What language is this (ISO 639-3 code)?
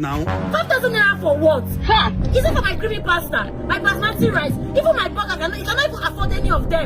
pcm